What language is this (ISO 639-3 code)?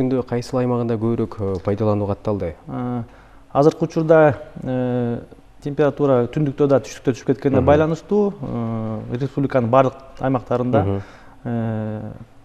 kir